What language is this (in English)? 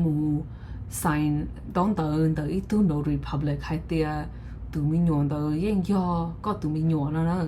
Hmong